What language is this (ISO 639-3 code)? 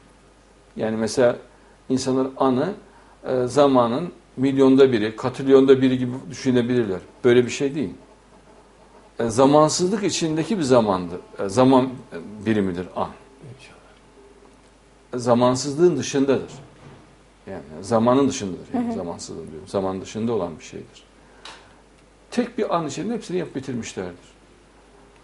tur